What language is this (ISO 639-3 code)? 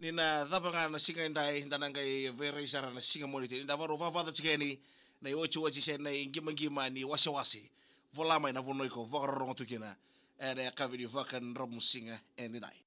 fij